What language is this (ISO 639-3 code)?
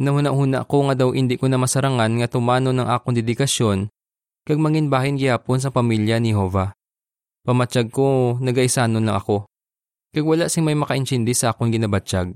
hil